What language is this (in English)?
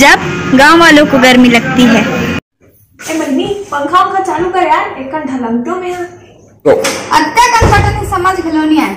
Chhattisgarhi